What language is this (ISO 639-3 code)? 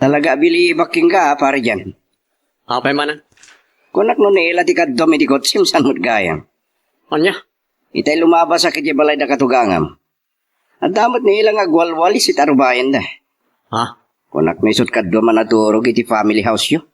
ilo